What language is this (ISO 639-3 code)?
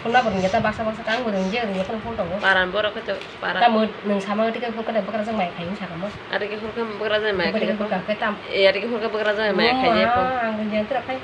trp